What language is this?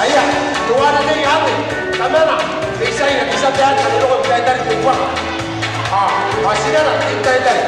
Gilbertese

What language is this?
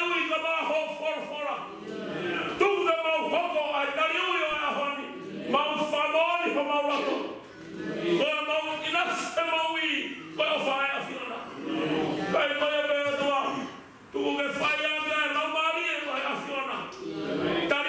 Tongan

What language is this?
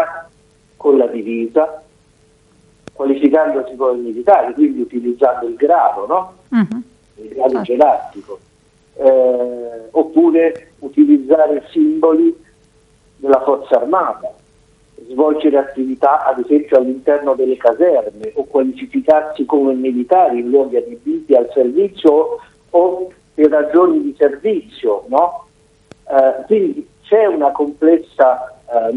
Italian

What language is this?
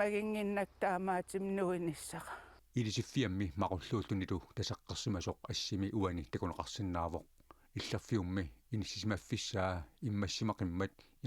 Kalaallisut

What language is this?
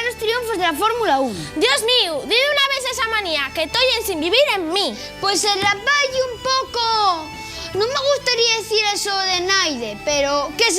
Asturian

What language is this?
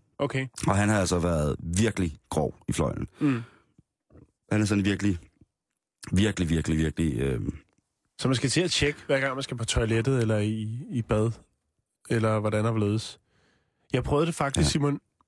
Danish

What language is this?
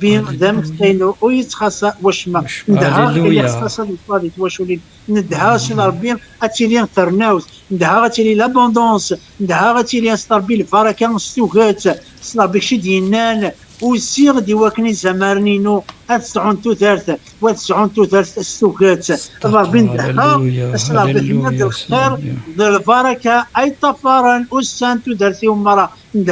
Kabyle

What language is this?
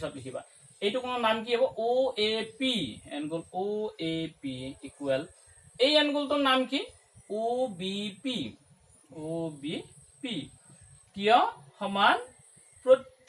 Assamese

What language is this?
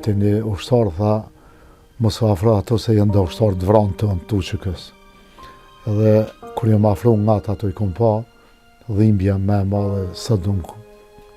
Albanian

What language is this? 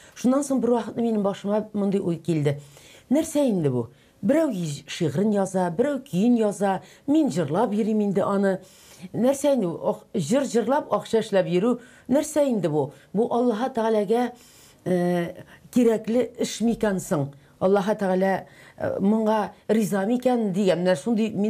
Tatar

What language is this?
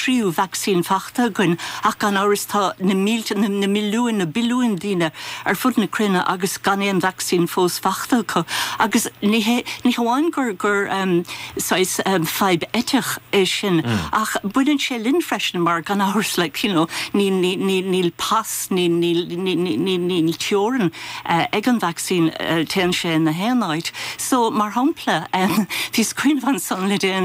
Irish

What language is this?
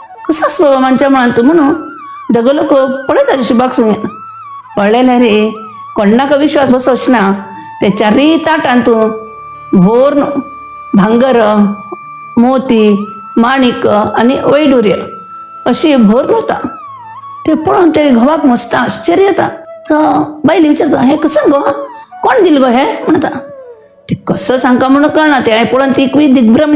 Konkani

